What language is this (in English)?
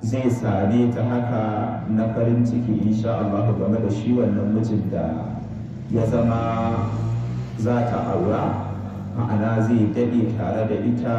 Hausa